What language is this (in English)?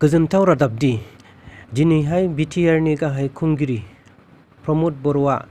Bodo